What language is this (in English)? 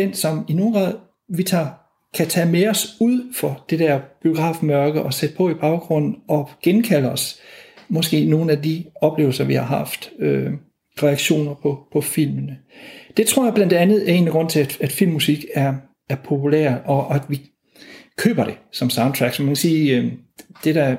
Danish